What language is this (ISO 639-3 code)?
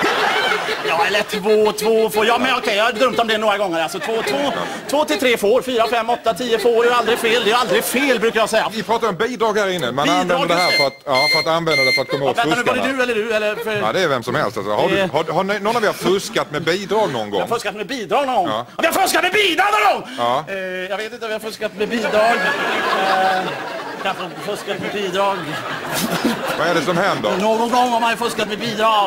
swe